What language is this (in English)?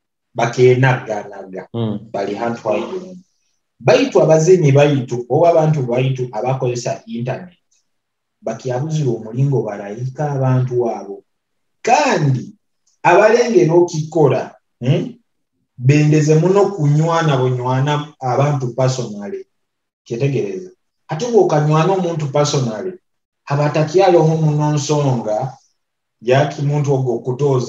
Nyoro